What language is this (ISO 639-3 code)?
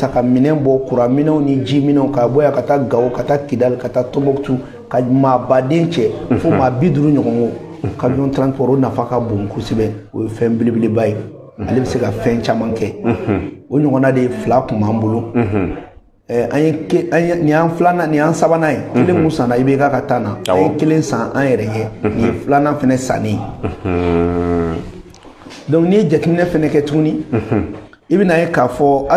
bam